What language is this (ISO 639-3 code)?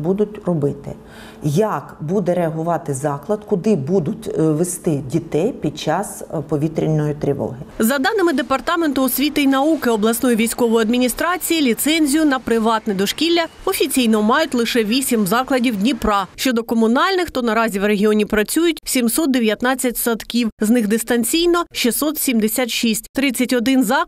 ukr